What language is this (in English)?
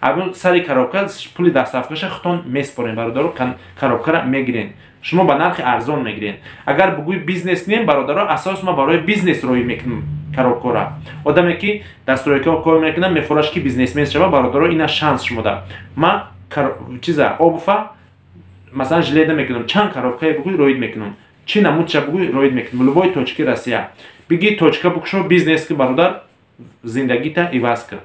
Tajik